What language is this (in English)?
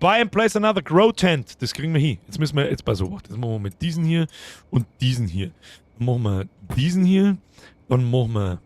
Bavarian